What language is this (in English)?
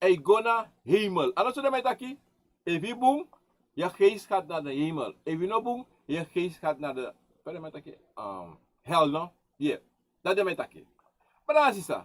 Sranan Tongo